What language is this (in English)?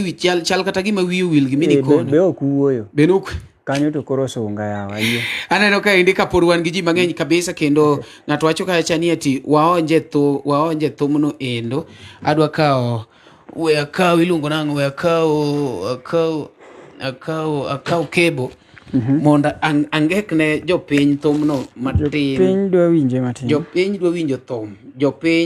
Luo (Kenya and Tanzania)